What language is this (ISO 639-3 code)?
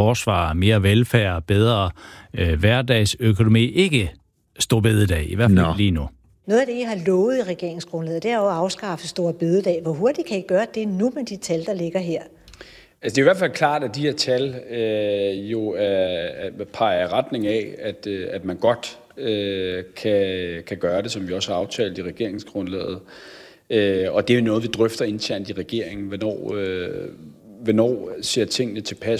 dan